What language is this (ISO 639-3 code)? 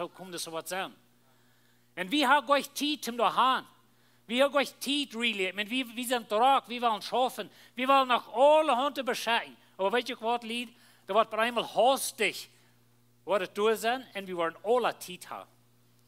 pdt